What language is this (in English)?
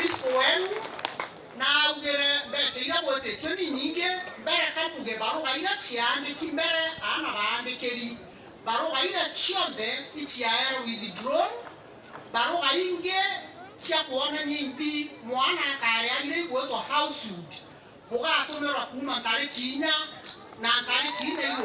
Meru